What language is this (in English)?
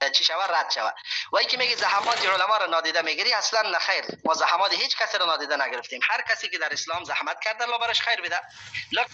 Persian